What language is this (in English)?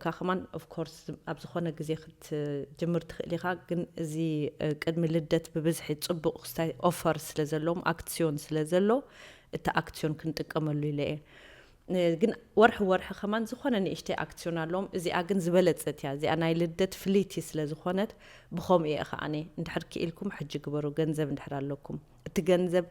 Tigrinya